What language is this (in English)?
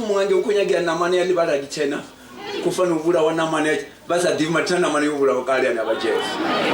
Venda